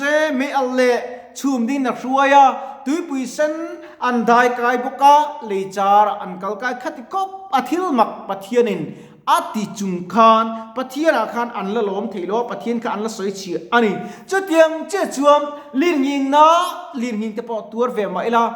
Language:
Mizo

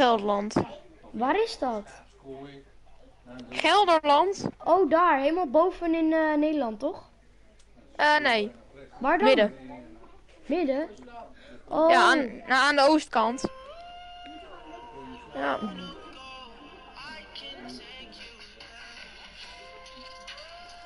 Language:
Dutch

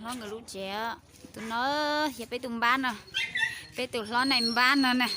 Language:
Hmong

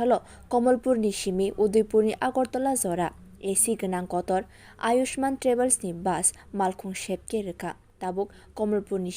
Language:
Kok Borok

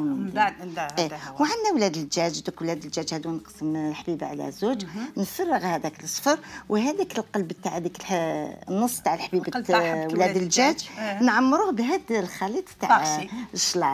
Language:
Algerian Arabic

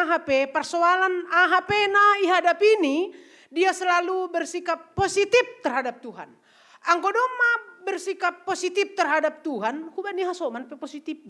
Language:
Batak Simalungun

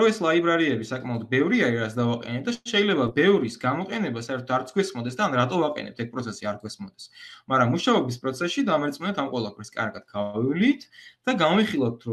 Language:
Georgian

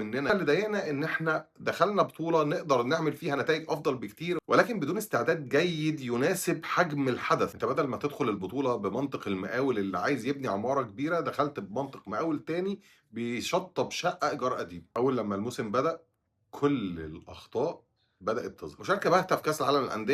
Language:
Egyptian Arabic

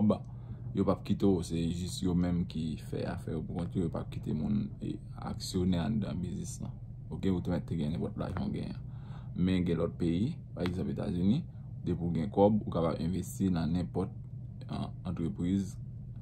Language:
Haitian Creole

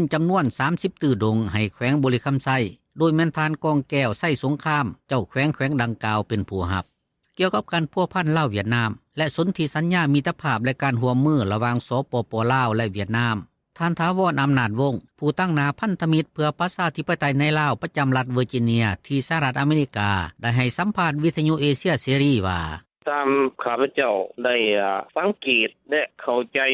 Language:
Lao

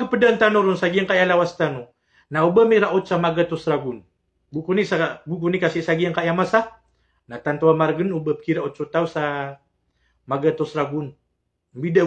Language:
Maranao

